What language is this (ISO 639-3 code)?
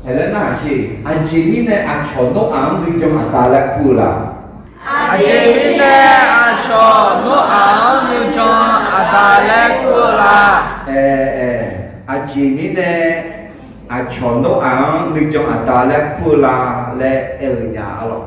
ahk